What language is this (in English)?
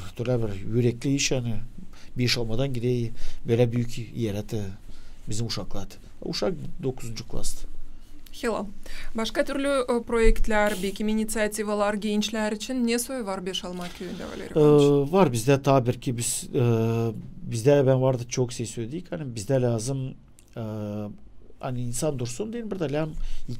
Gagauz